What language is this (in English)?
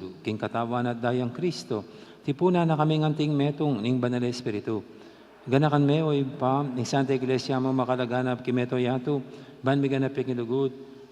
Pampanga